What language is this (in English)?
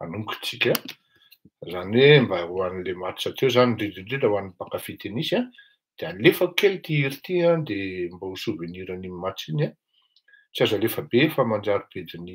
Malagasy